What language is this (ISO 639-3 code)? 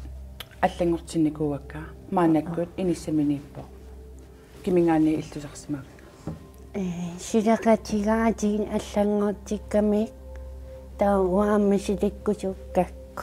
kal